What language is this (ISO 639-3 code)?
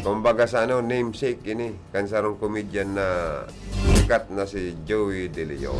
bik